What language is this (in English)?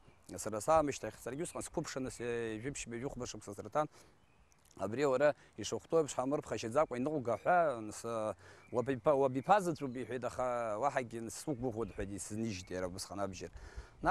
Abkhazian